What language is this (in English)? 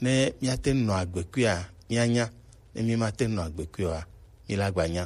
Gen